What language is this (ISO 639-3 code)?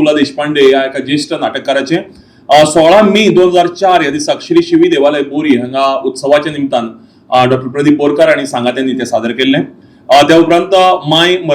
kok